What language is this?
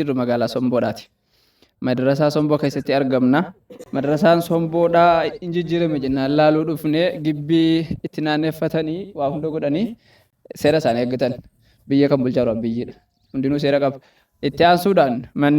Oromo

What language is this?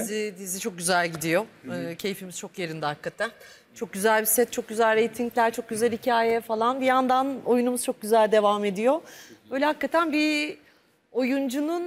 Turkish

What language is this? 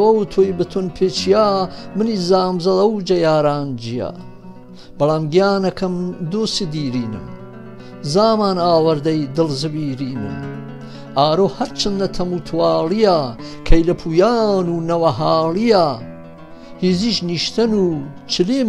Gurani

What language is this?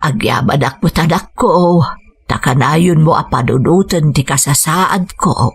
Iloko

